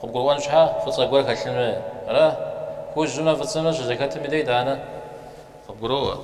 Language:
Kabardian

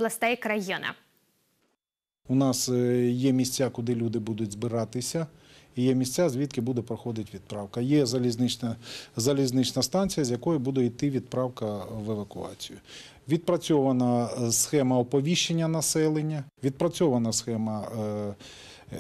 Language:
Ukrainian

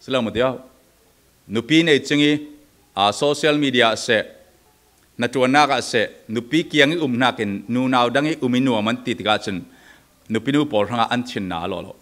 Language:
Falam Chin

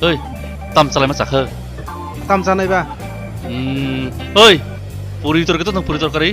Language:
Kok Borok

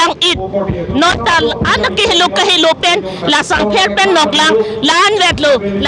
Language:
Karbi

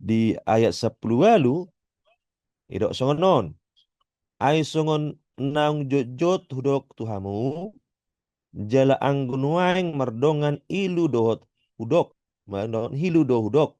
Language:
Batak Toba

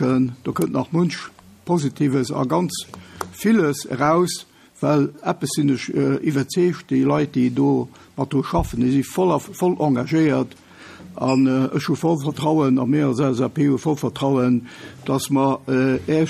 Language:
Luxembourgish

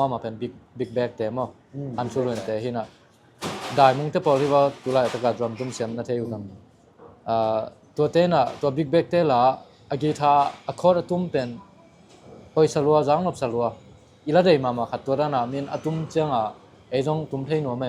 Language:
Tedim Chin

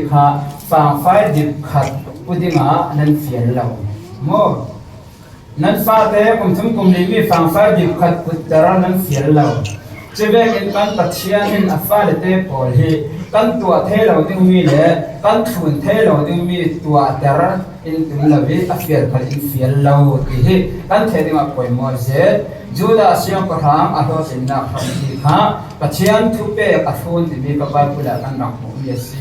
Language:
Falam Chin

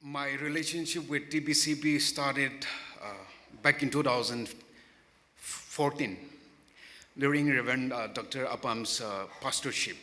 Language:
Tangkhul Naga (India)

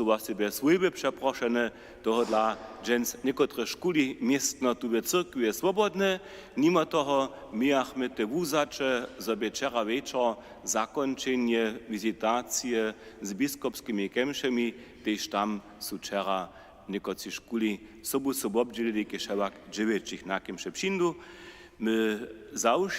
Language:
Upper Sorbian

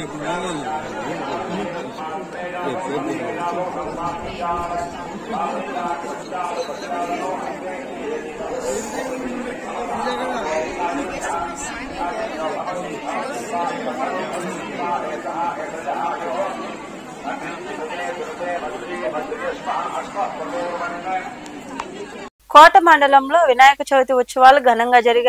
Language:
Telugu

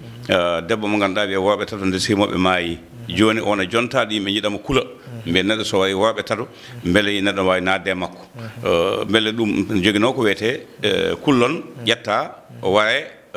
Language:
Fula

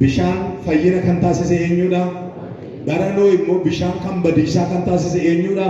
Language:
Oromo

